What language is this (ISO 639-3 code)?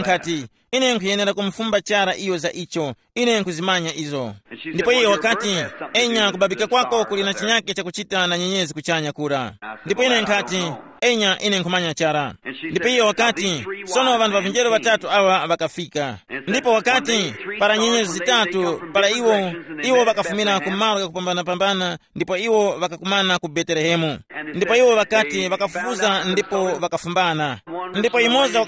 tum